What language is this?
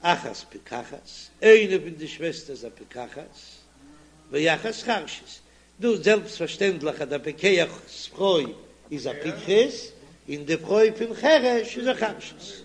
Yiddish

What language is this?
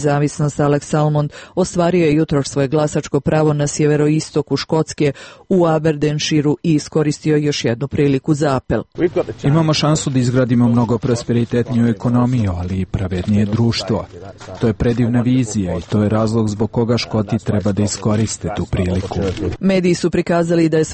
Serbian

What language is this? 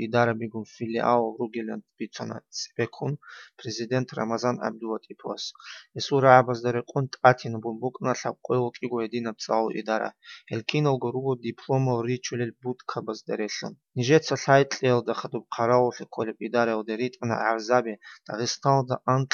Avaric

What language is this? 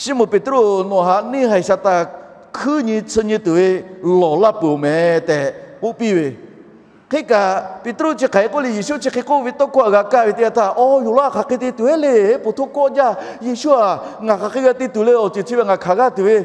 Lahu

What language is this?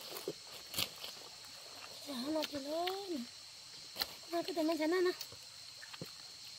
Vietnamese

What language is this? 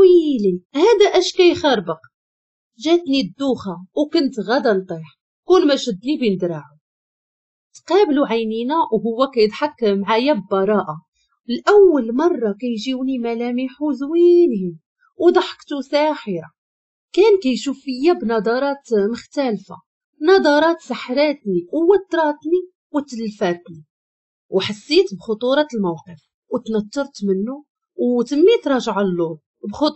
Moroccan Arabic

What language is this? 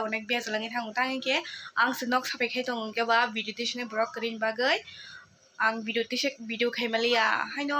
Kok Borok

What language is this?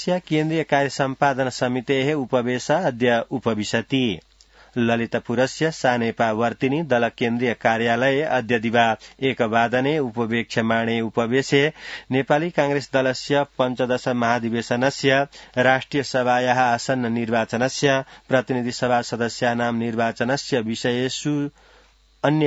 Sanskrit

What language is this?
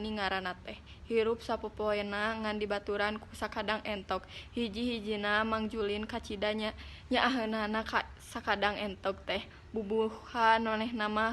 Sundanese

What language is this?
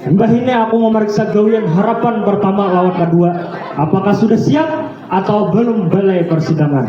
Banjar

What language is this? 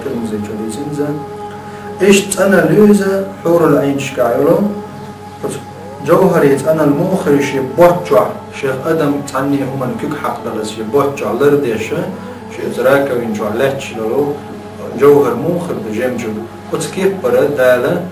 Chechen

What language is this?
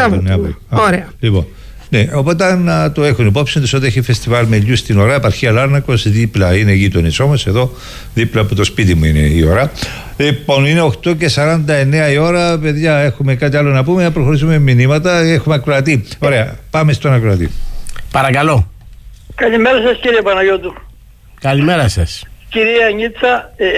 Greek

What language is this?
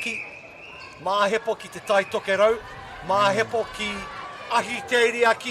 Māori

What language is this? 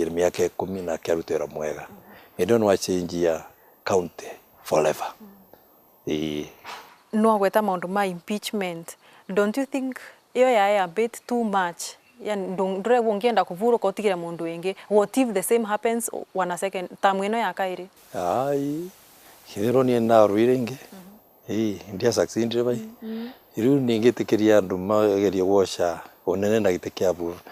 Meru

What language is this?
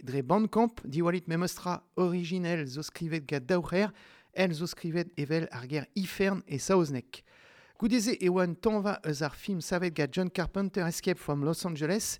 Breton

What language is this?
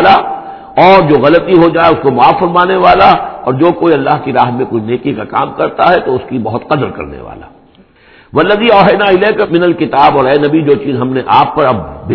Urdu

